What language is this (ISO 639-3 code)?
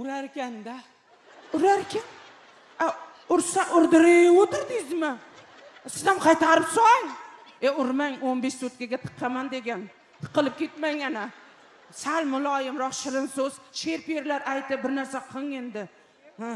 uzb